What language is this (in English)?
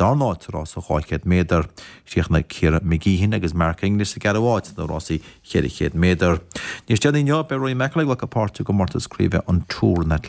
Irish